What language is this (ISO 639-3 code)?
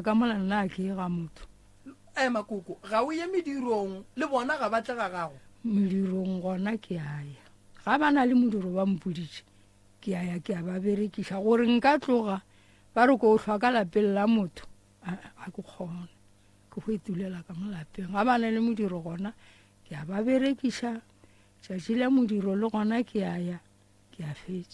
nso